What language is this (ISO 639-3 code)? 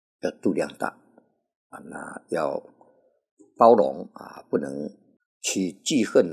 zho